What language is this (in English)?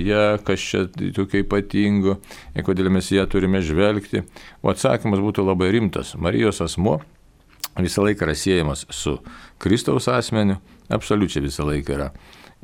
Lithuanian